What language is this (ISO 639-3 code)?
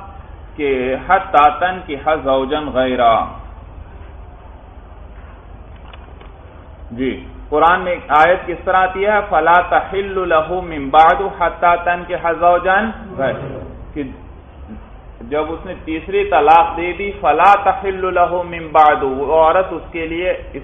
urd